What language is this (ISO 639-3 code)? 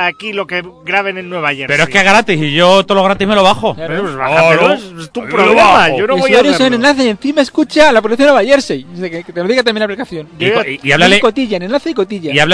spa